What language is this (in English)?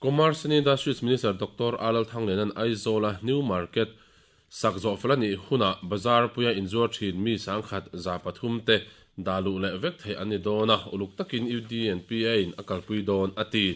Mizo